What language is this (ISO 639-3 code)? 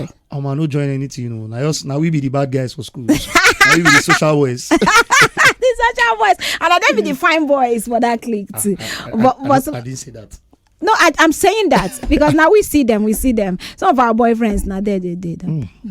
pcm